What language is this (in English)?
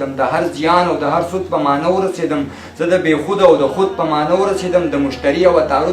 Pashto